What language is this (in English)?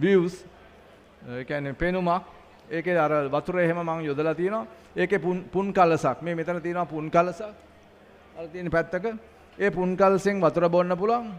Sinhala